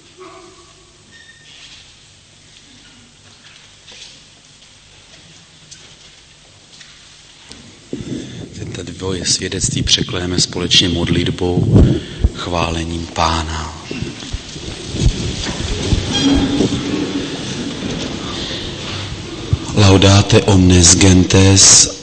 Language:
Czech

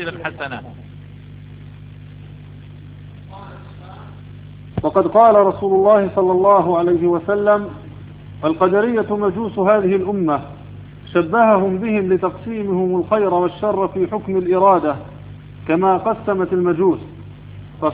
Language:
Arabic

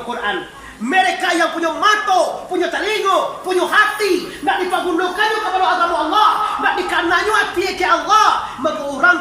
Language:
Minangkabau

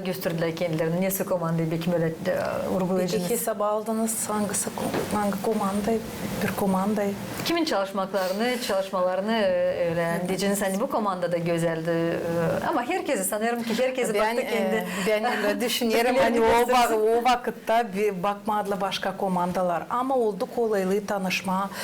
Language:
Gagauz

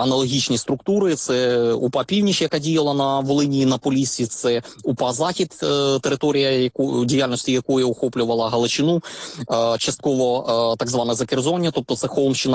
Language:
Ukrainian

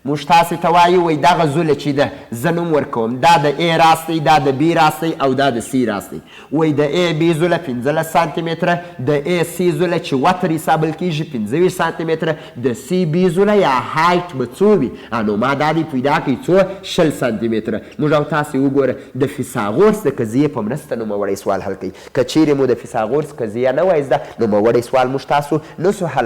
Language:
Pashto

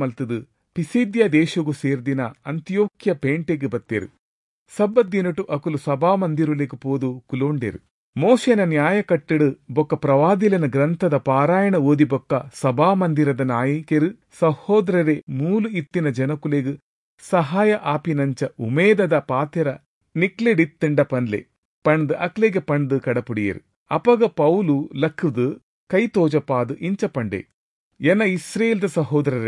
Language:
Tulu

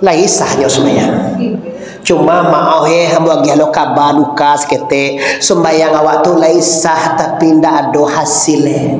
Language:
Minangkabau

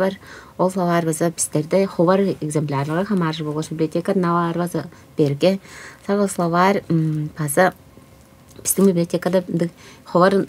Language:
Tuvinian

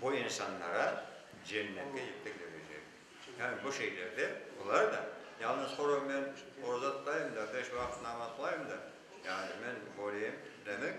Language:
Crimean Tatar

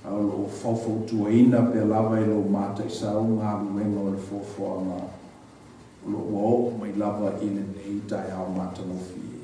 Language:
Samoan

